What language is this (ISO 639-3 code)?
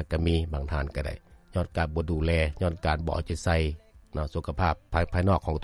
lao